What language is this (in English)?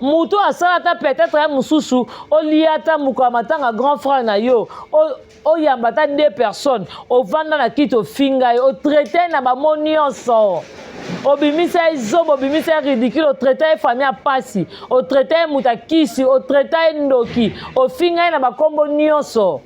Lingala